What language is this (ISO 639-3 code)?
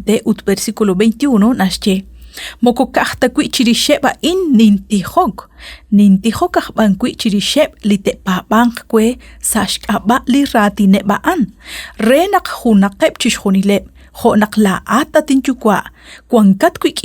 kek